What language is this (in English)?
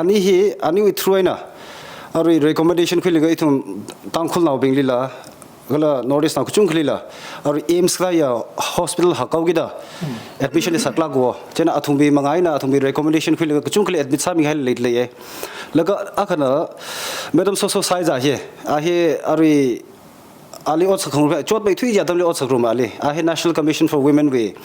Tangkhul Naga (India)